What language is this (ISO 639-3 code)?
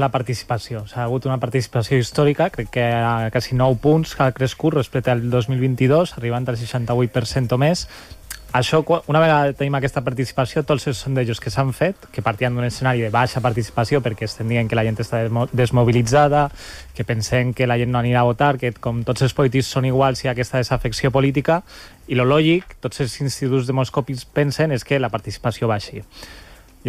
cat